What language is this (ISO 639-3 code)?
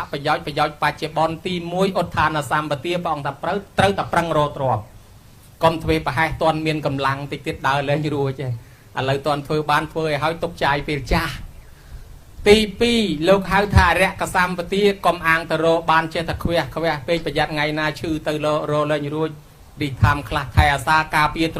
khm